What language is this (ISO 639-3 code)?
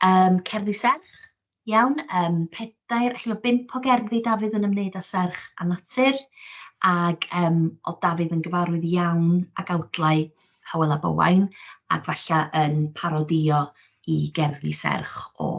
cym